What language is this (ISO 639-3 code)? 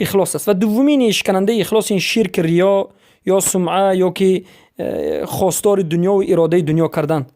fas